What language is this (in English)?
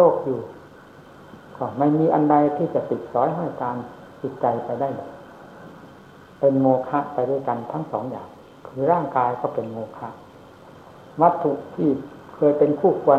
Thai